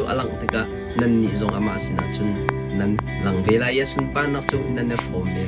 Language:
Hakha Chin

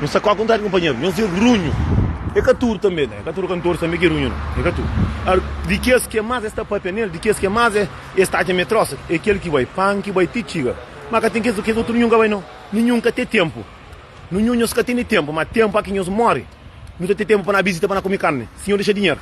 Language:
Kabuverdianu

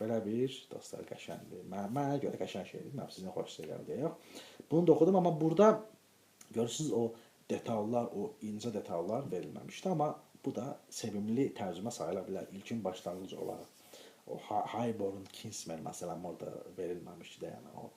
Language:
Azerbaijani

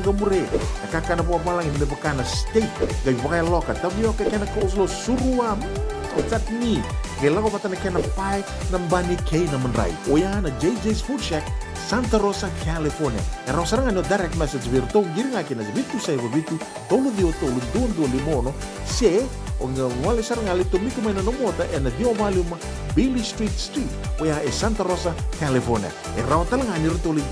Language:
Fijian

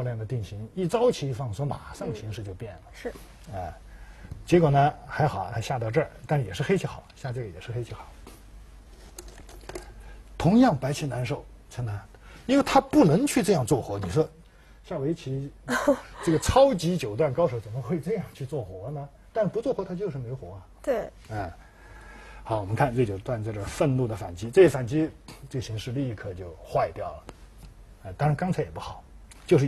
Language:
Chinese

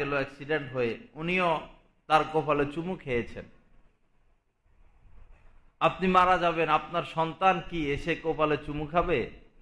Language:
Bangla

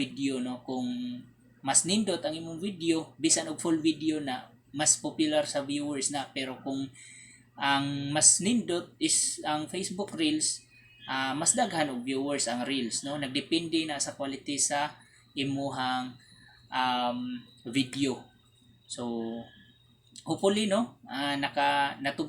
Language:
Cebuano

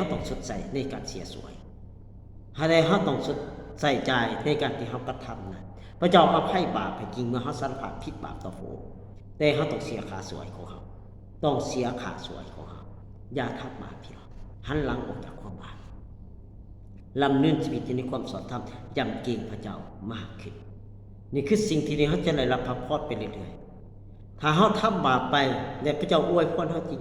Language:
Lao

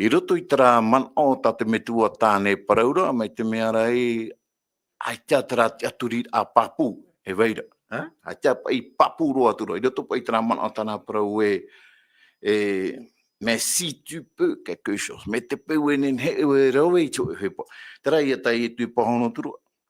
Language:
Tahitian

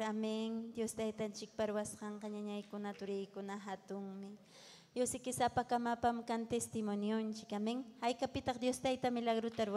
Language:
Ayacucho Quechua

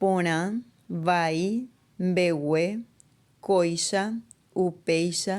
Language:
Guarani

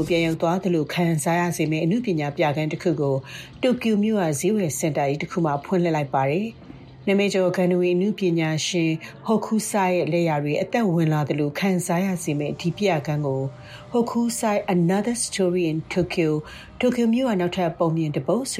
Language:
Burmese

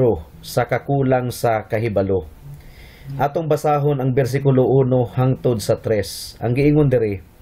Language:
Cebuano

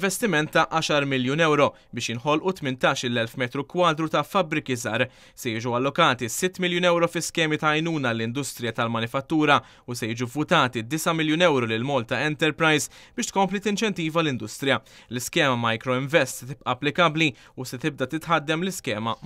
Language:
Maltese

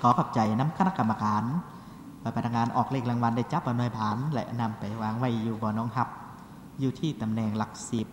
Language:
Lao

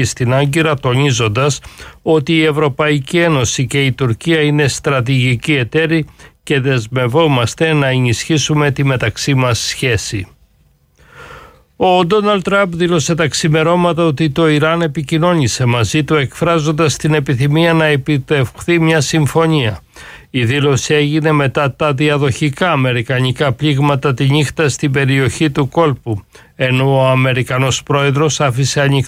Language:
Greek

